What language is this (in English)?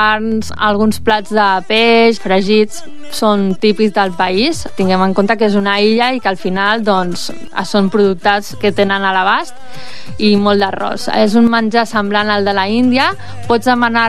Catalan